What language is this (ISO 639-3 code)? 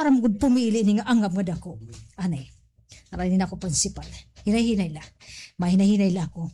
war